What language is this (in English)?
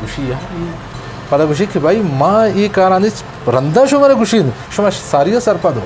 Eastern Balochi